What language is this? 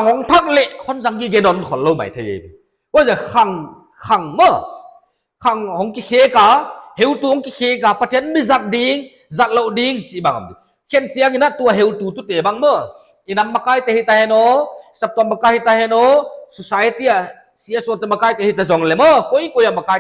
Paite Chin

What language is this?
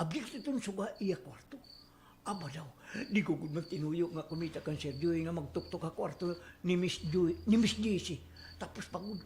Waray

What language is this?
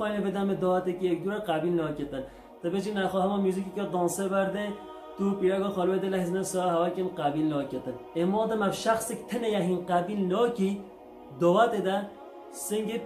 Kurdish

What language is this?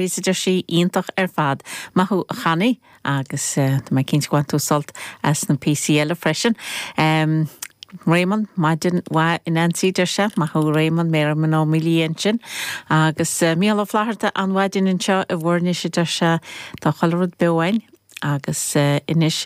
Irish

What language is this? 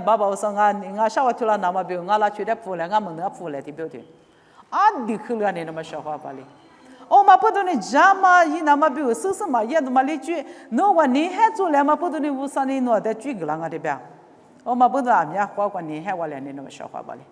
Lisu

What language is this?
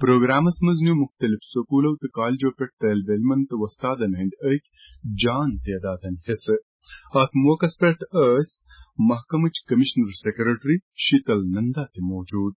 Kashmiri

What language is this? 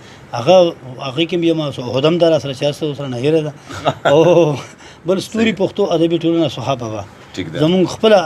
Pashto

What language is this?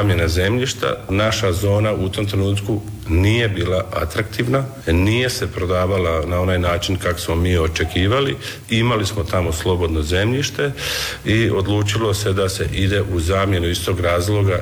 Croatian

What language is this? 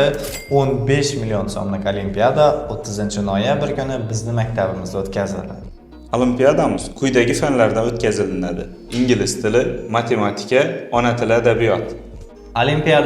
Uzbek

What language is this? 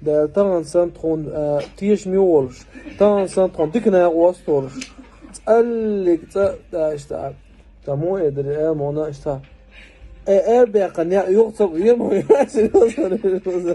Chechen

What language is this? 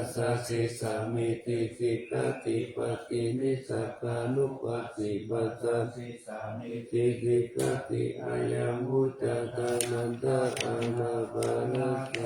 Pali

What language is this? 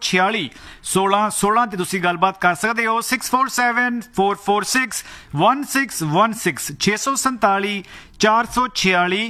Punjabi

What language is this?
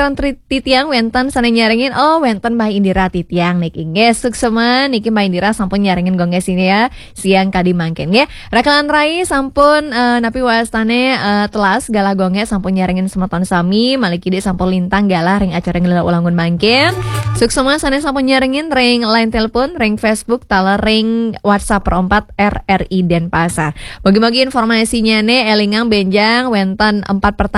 Balinese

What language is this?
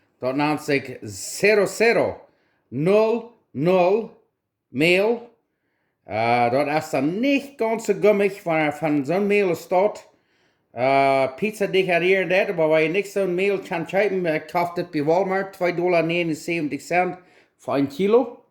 Plautdietsch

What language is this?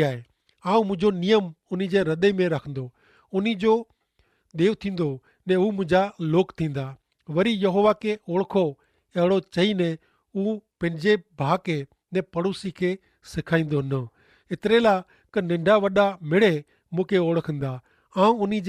Kachhi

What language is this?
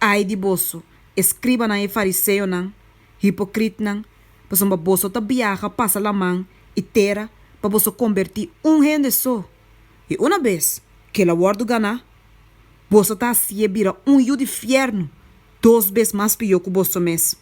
Papiamento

